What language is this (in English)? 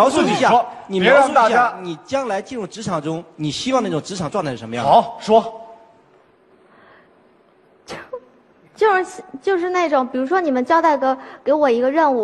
Chinese